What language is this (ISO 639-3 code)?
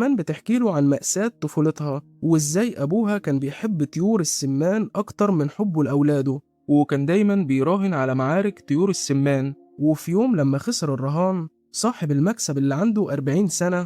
arz